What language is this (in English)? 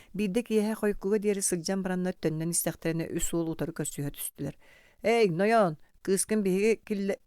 Yakut